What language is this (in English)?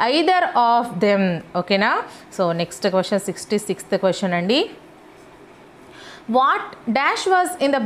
Telugu